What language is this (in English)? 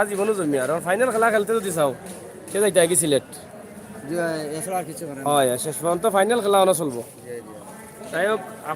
Sylheti